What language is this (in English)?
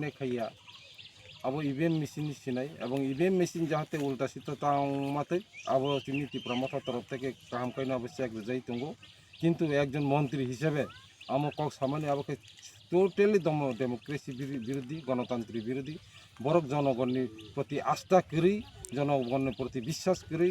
Kok Borok